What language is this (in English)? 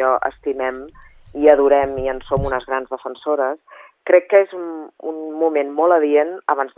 Catalan